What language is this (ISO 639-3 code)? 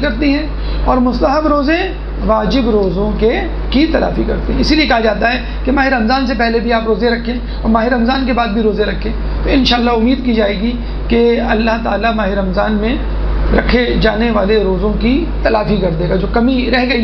urd